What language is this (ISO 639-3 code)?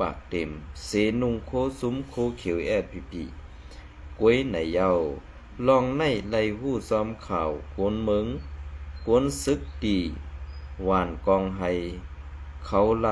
shn